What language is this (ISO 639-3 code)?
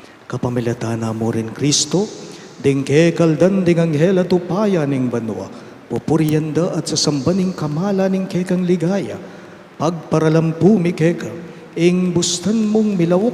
pam